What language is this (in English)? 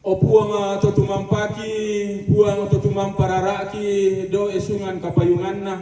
Toraja-Sa'dan